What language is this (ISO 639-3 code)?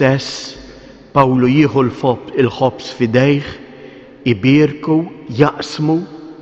mlt